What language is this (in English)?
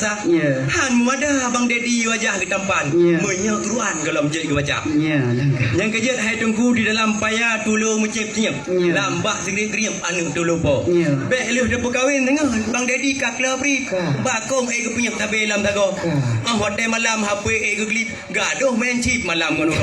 Achinese